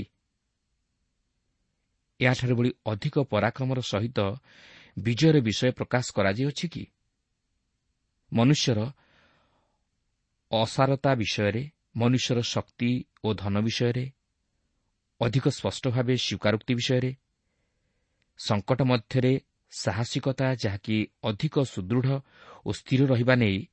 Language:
Odia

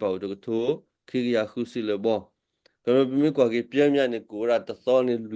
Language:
S'gaw Karen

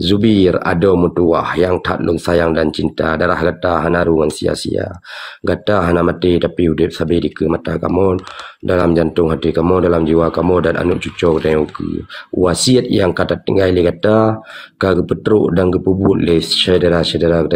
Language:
Achinese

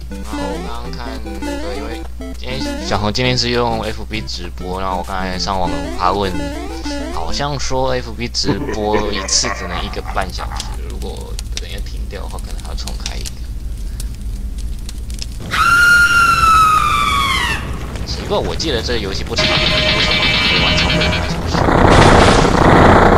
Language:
Chinese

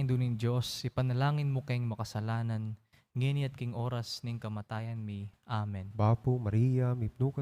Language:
Pampanga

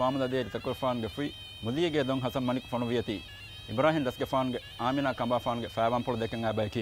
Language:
Divehi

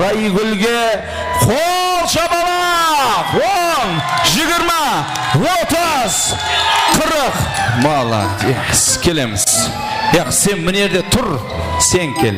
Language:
Kara-Kalpak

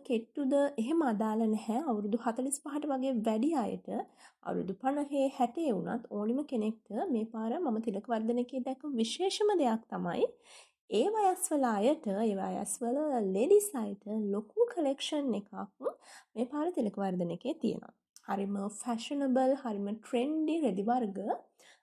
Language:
Sinhala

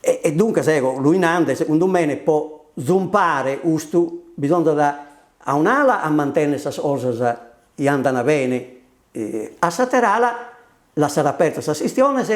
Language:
Sardinian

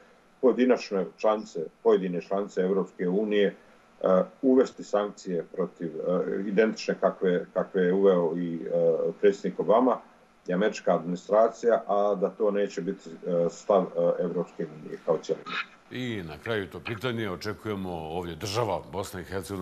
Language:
Bosnian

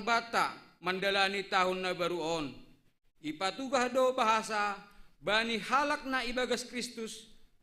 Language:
Batak Simalungun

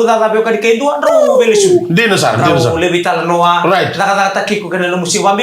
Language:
Fijian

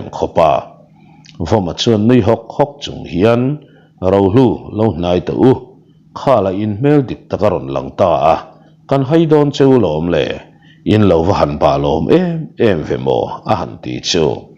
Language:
Mizo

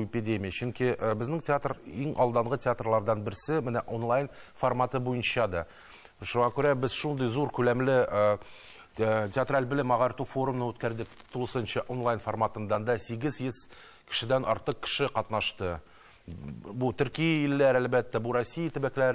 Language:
Tatar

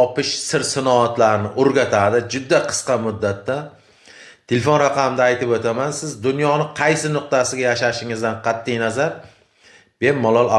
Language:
Uzbek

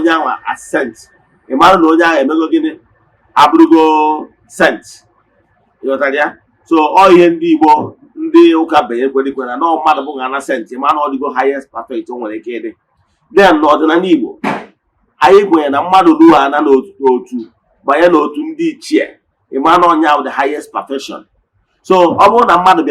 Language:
Igbo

